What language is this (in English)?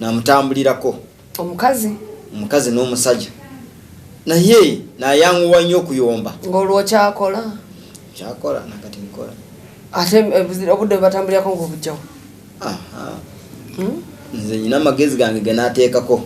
Ganda